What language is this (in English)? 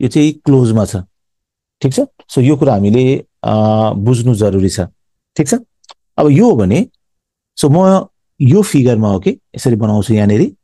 Nepali